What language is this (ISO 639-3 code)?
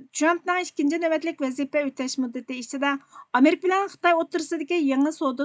uig